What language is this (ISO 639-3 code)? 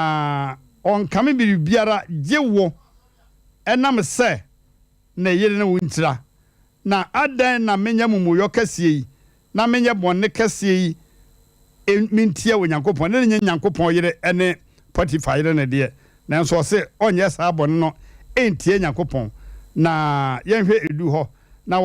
aka